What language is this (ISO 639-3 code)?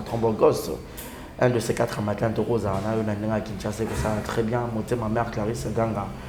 lin